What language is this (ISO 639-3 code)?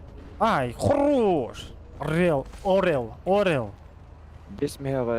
sah